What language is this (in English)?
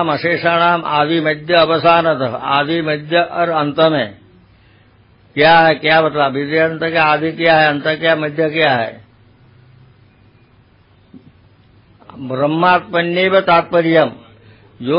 Hindi